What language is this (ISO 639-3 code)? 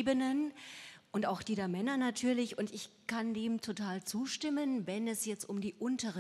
deu